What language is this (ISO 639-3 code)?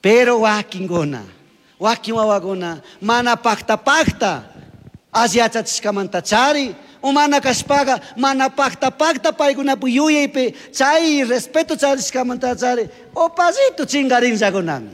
qug